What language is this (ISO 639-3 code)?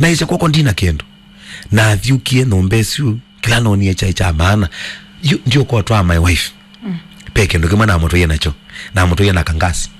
kam